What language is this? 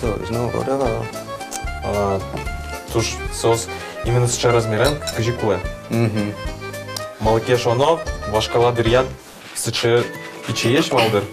Udmurt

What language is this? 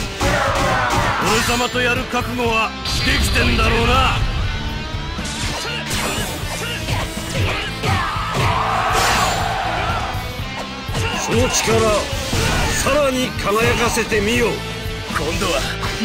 Japanese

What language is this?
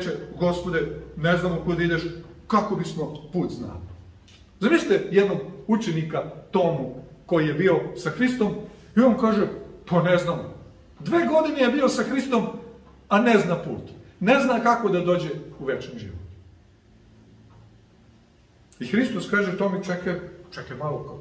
Serbian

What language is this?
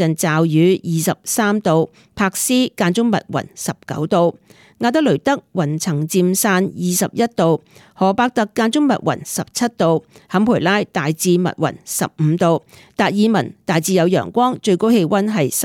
Cantonese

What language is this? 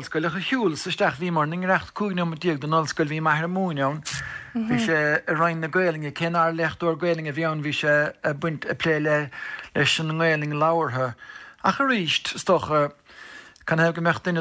Irish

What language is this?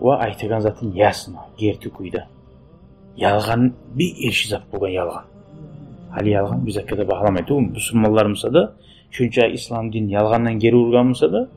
Kumyk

